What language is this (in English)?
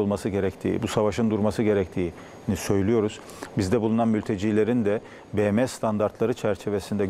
Turkish